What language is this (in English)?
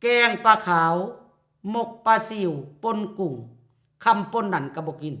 Lao